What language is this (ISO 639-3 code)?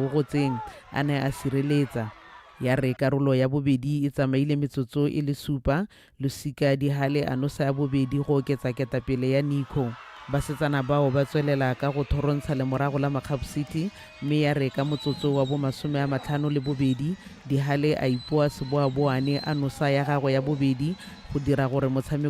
tsn